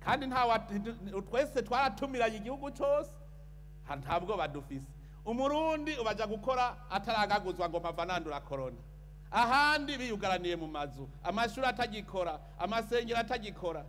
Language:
Rundi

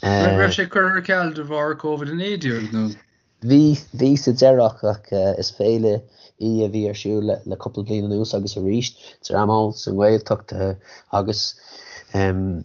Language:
Irish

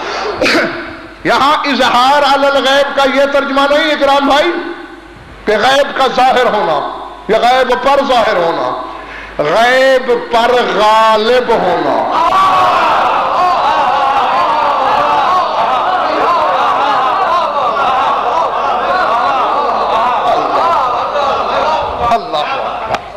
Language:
Urdu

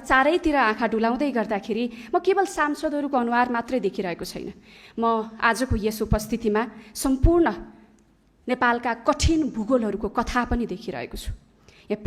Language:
Nepali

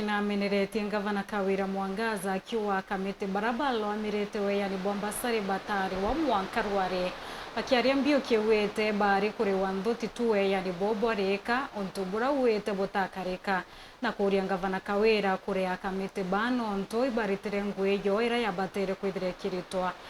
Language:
Meru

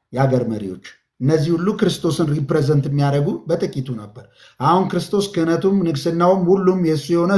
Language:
Amharic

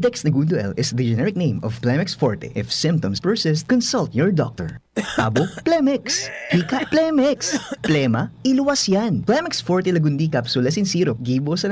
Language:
Bikol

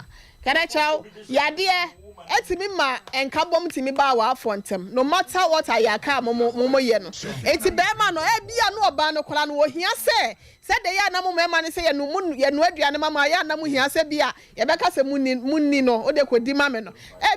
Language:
Akan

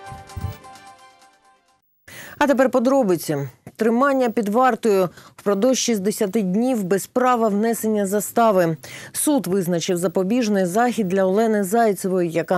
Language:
Ukrainian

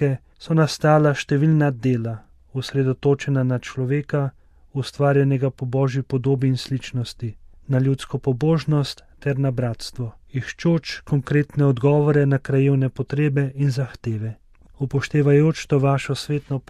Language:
Slovenian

